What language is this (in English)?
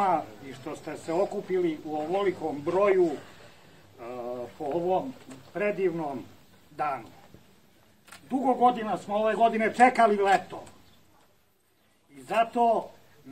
Serbian